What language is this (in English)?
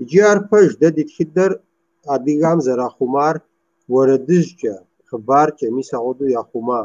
Kabardian